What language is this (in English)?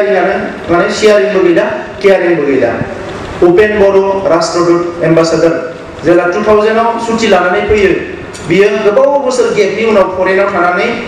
Bodo